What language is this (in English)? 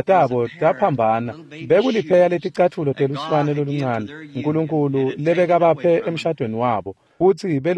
Swati